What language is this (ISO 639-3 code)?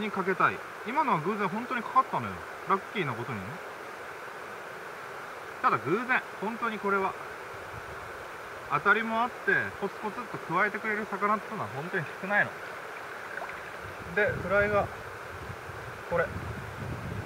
jpn